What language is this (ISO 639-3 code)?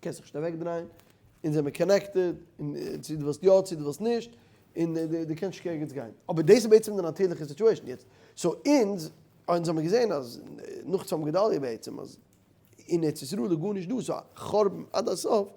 yid